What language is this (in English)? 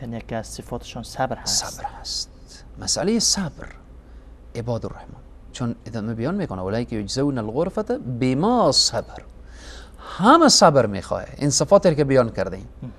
Persian